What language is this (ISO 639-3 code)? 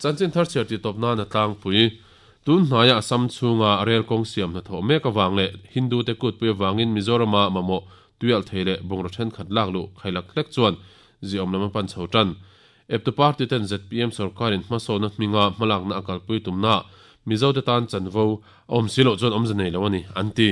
lus